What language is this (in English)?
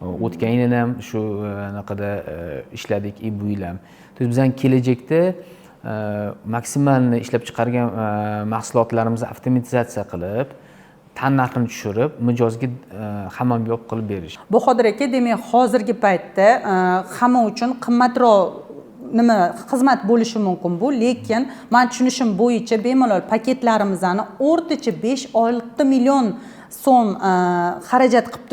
Uzbek